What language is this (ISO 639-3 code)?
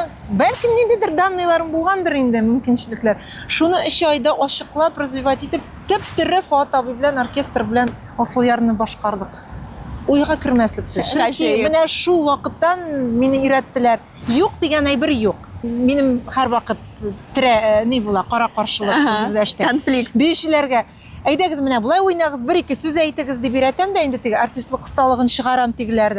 tat